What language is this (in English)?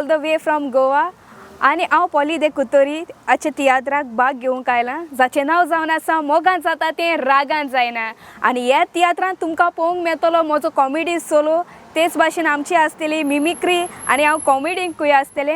Konkani